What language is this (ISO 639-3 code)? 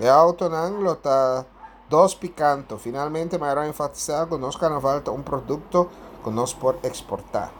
pap